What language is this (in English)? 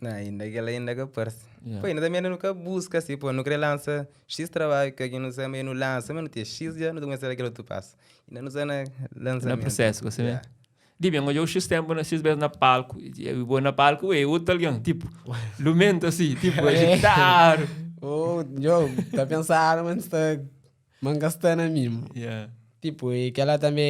Kabuverdianu